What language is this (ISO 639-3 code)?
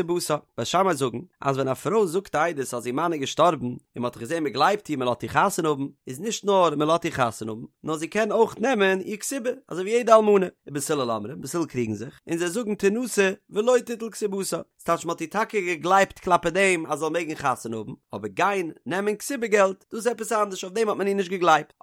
yid